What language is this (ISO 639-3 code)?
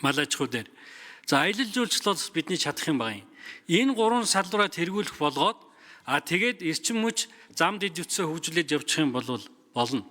mon